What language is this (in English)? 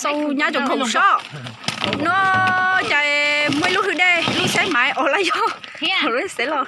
Hmong